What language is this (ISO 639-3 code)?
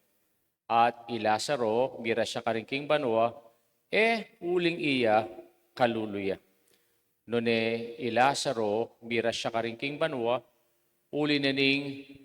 pam